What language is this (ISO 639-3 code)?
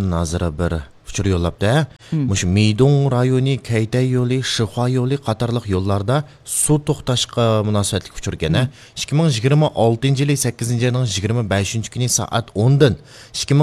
uig